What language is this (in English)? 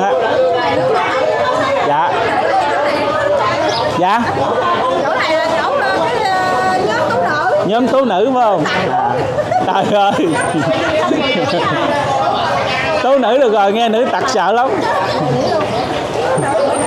Vietnamese